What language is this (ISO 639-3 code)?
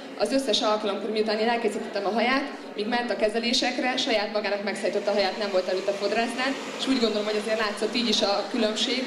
hun